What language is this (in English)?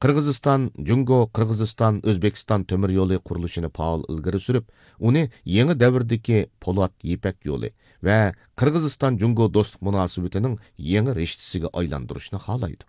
Uyghur